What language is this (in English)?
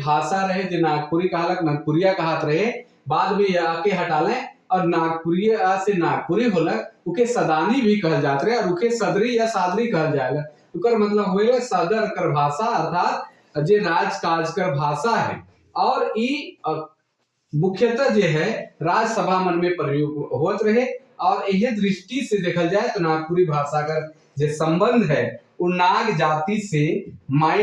Sadri